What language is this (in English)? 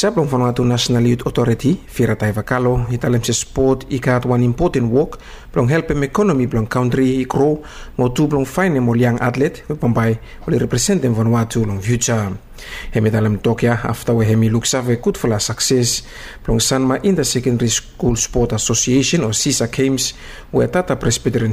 Bislama